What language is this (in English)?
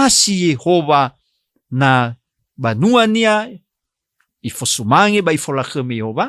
Nias